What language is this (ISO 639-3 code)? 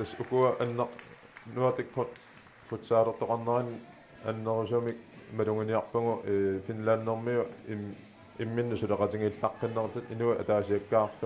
kal